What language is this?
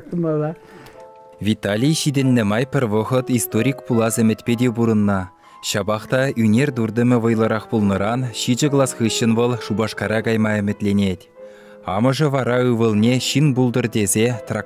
Chuvash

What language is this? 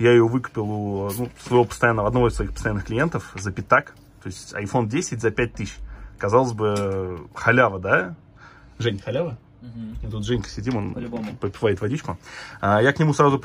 Russian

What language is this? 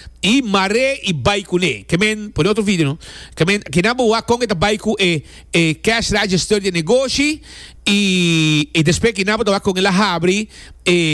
Papiamento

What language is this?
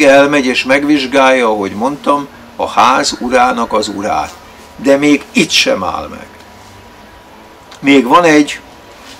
Hungarian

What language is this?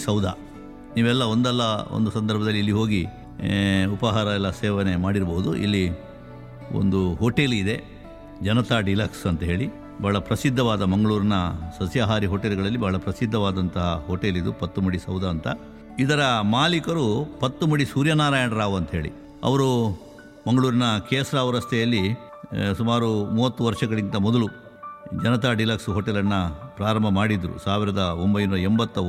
Kannada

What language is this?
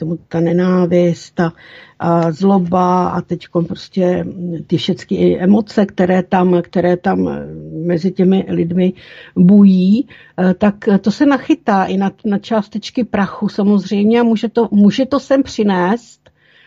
Czech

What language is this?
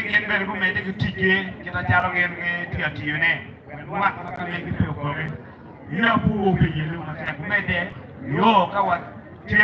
Acoli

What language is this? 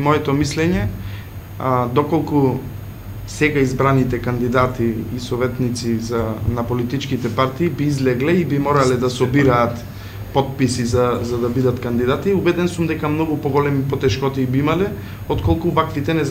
Macedonian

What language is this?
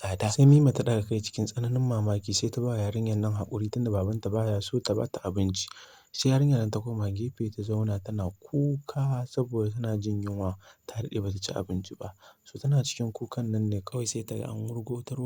Hausa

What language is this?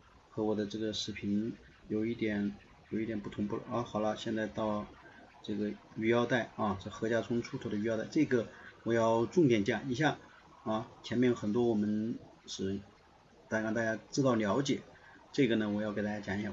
Chinese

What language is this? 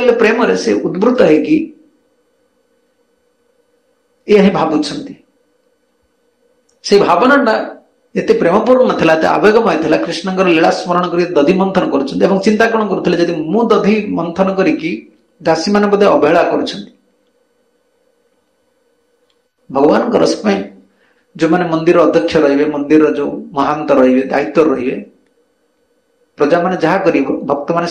Odia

